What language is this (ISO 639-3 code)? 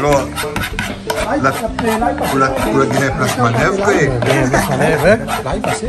rcf